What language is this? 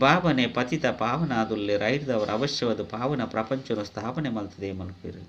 Tulu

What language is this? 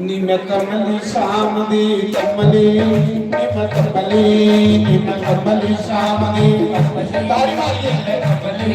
Dogri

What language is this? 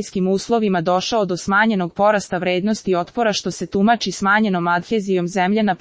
Serbian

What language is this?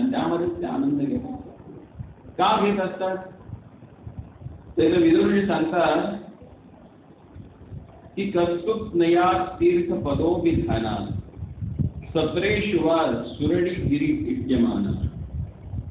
Marathi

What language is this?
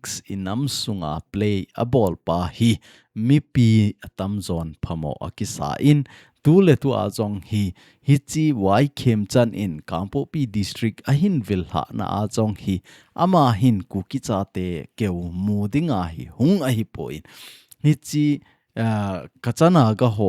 Thado Chin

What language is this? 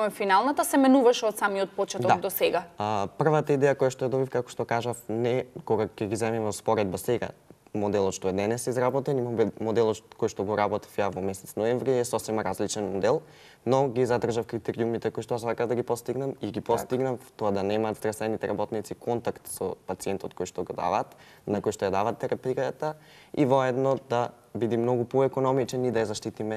Macedonian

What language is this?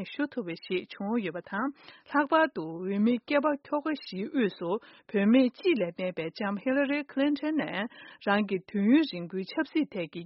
Tibetan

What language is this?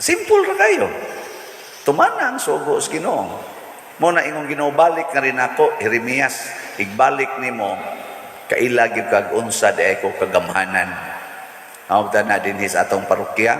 Cebuano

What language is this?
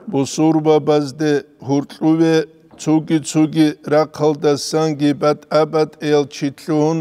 Avaric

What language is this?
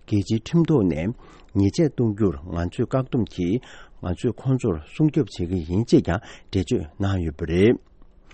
Tibetan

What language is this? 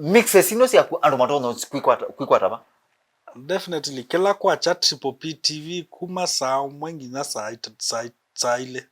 Kamba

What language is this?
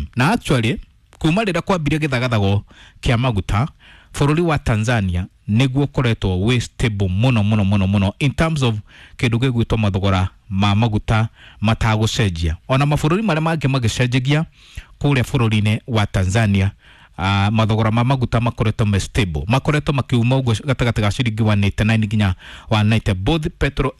Kikuyu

